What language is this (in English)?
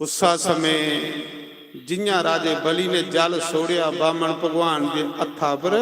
Dogri